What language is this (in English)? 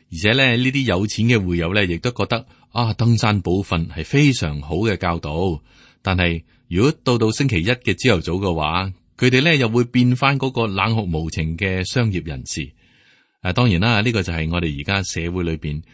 Cantonese